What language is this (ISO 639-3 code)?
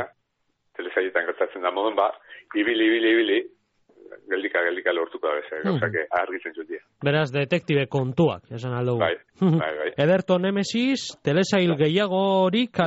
eus